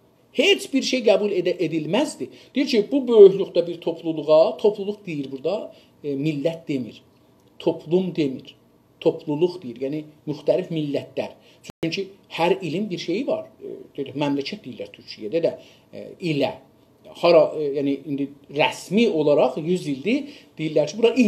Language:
South Azerbaijani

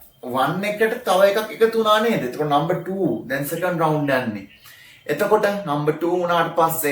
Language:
Sinhala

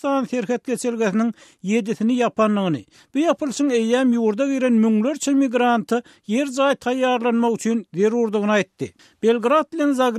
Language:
Turkmen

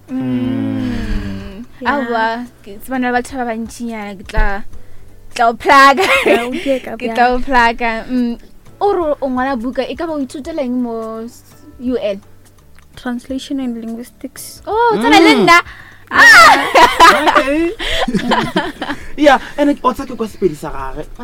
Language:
Northern Sotho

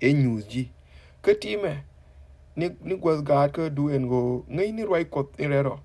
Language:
Nuer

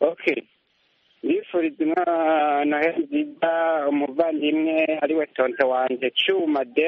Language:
Kinyarwanda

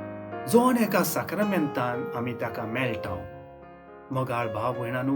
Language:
Konkani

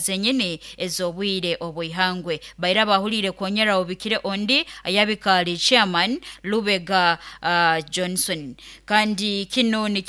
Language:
Nyoro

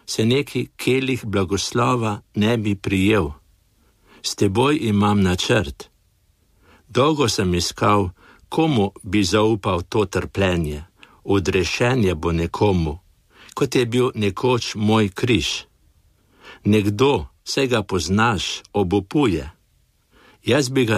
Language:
Slovenian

